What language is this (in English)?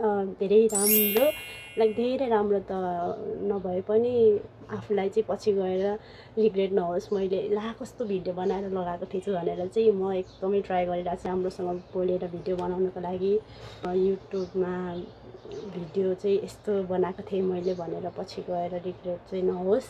Nepali